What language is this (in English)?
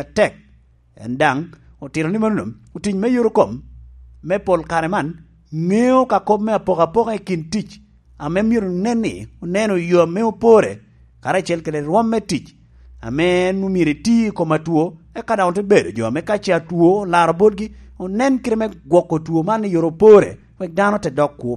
Lango (Uganda)